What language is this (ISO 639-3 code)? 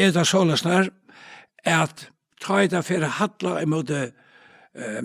fao